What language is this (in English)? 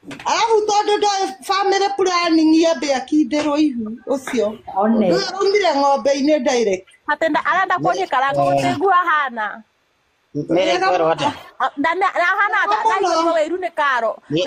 Kikuyu